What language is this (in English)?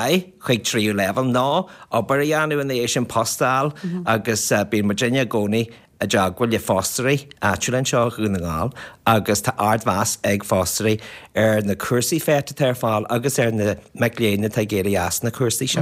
Irish